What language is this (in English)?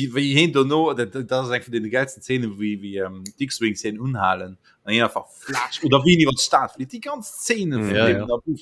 Luxembourgish